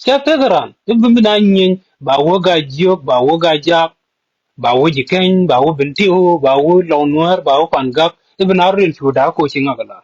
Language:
Nuer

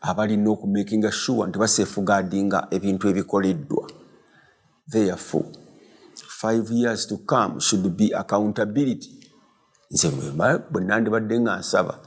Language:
Ganda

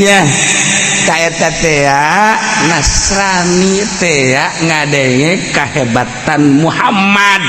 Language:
Sundanese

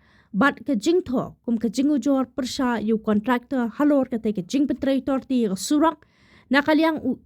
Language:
Khasi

